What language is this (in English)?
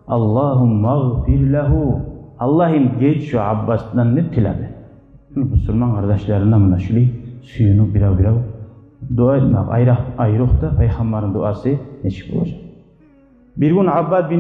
Kumyk